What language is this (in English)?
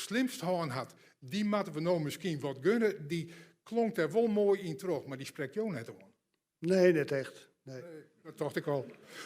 Western Frisian